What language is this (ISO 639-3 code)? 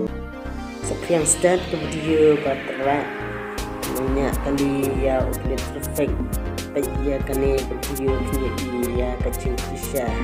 kha